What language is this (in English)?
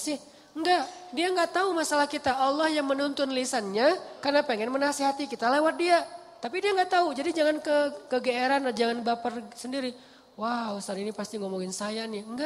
Indonesian